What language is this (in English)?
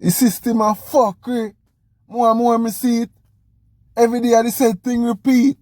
Jamaican Creole English